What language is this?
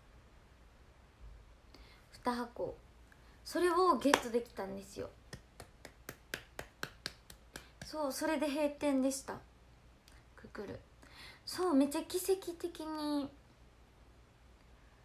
Japanese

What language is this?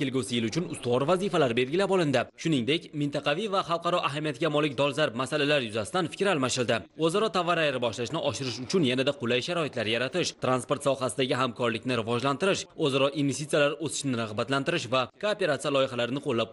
Uzbek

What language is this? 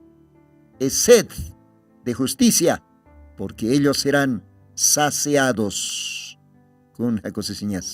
Aymara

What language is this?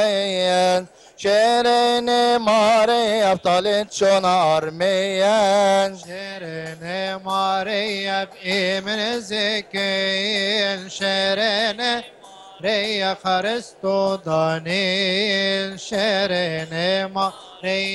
Egyptian Arabic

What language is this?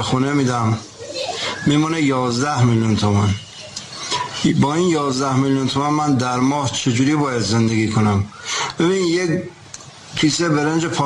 Persian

